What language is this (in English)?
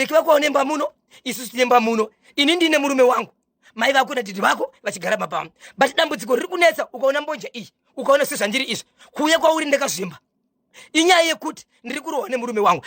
Shona